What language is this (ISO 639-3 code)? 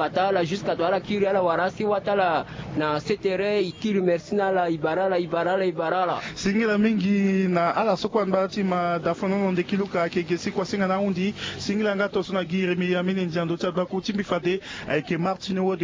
sag